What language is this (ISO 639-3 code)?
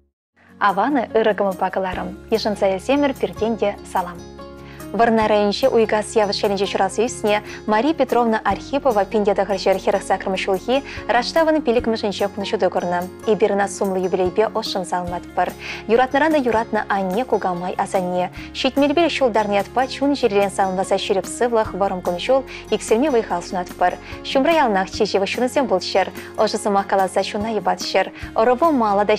chv